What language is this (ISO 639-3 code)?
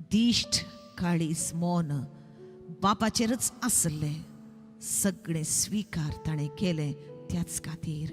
kok